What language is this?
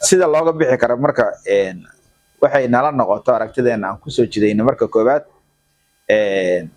Somali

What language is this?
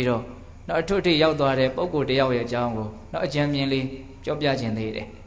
Burmese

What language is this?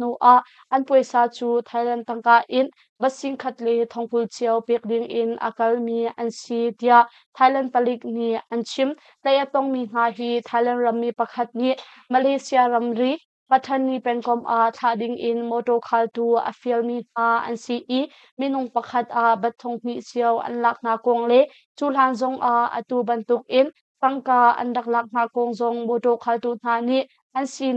Hakha Chin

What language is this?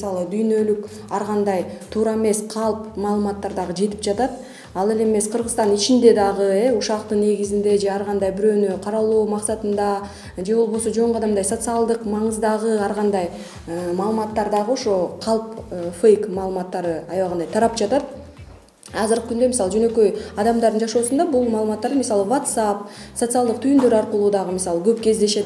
Kyrgyz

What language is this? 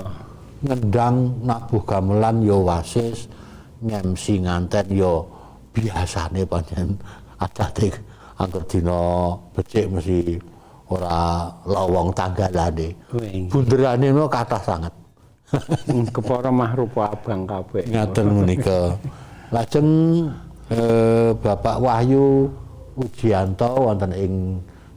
Javanese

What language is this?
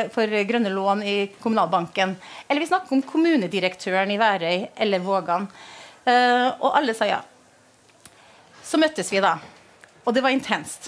Norwegian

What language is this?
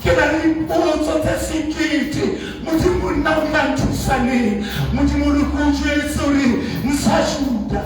Southern Sotho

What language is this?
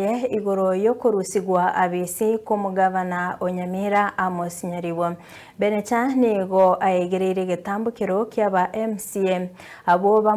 Gusii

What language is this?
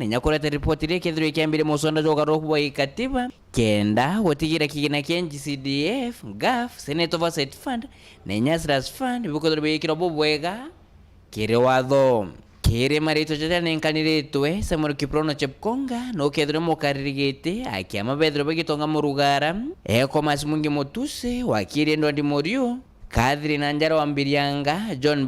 Meru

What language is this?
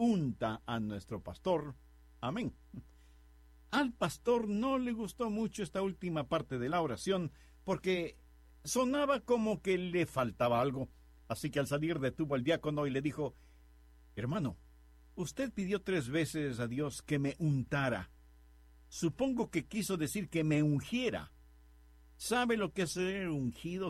Spanish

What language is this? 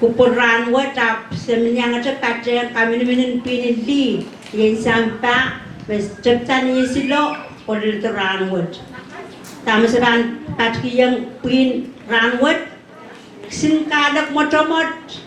Pohnpeian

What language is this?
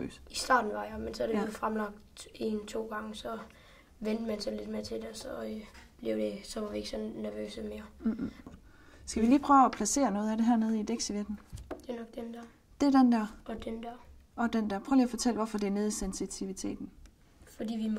Danish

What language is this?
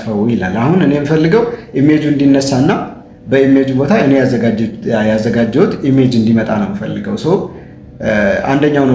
Amharic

